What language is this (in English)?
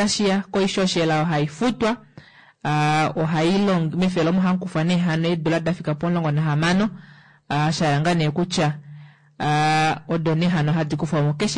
Kuanyama